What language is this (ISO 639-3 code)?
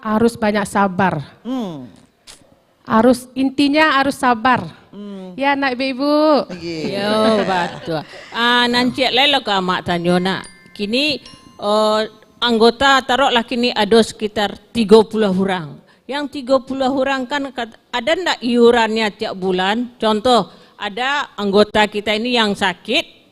min